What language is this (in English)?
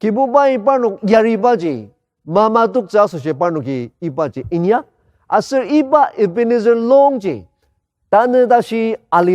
Ao Naga